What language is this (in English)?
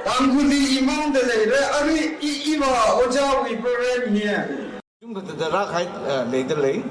Tangkhul Naga (India)